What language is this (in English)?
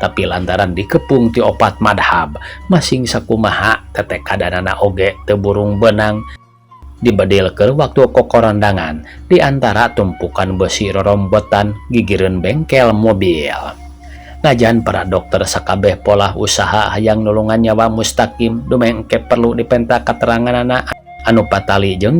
Sundanese